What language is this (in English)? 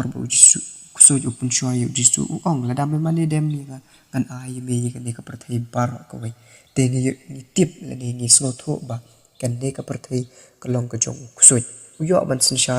Khasi